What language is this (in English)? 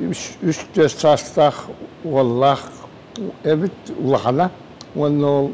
Yakut